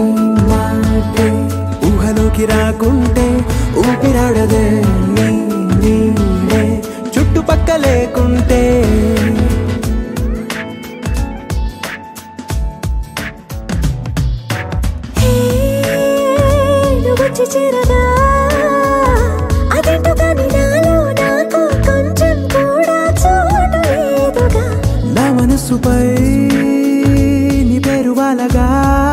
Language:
Telugu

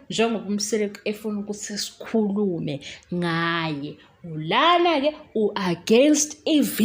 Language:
Zulu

